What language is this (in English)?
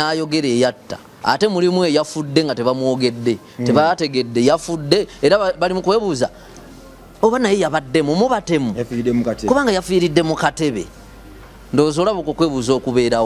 Ganda